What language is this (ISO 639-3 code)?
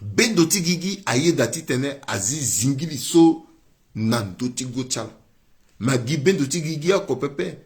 sag